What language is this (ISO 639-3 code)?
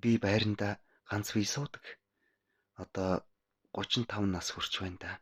mon